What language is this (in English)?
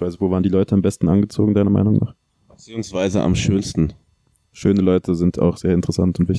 German